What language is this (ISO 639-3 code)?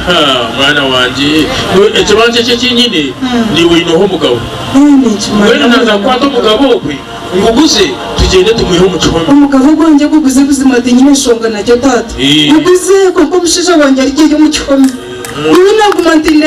nyn